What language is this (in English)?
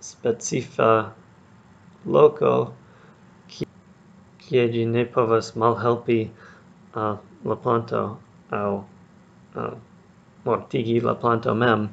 Esperanto